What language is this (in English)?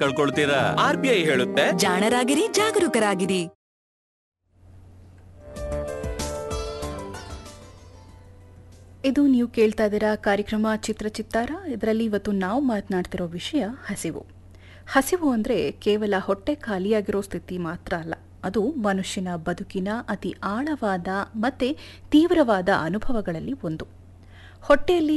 Kannada